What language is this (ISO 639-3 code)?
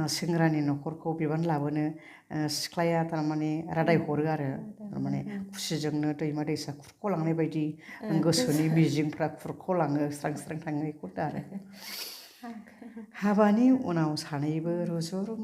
brx